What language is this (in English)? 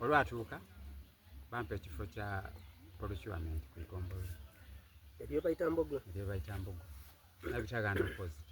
Soga